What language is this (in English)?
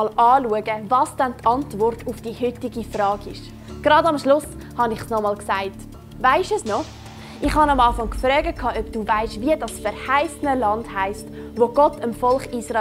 Swiss German